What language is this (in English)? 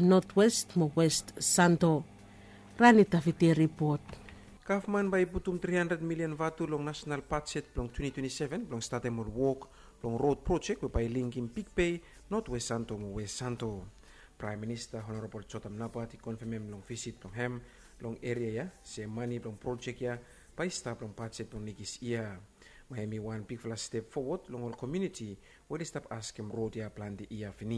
Bislama